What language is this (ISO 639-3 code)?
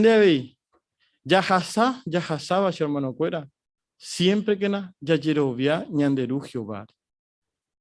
grn